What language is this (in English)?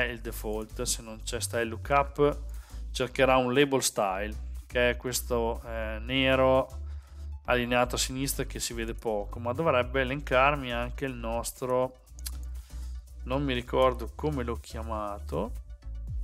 Italian